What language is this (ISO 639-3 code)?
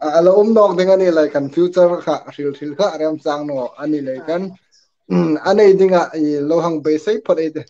hmr